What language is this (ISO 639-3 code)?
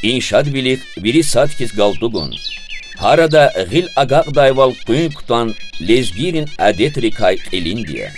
lez